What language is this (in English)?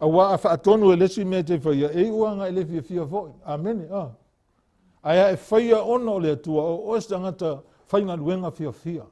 Samoan